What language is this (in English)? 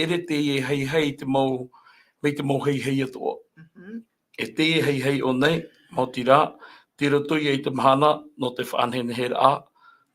Tahitian